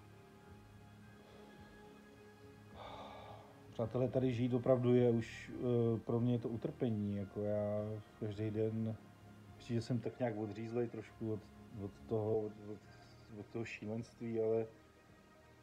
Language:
Czech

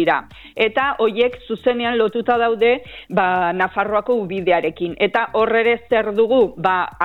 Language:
Basque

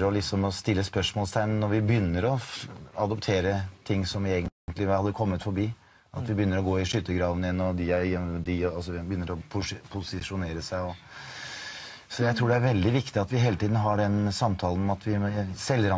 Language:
Norwegian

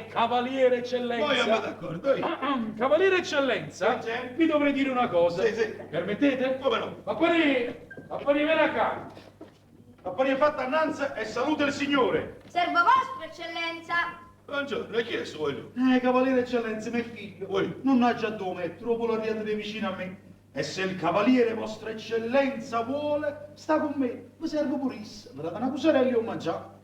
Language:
Neapolitan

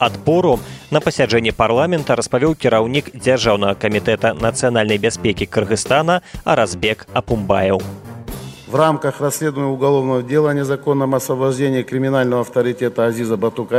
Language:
Belarusian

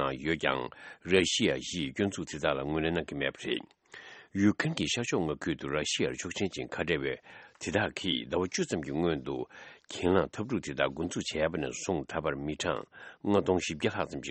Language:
Tibetan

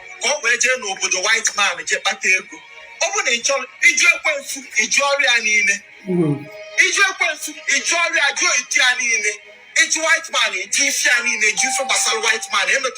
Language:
Igbo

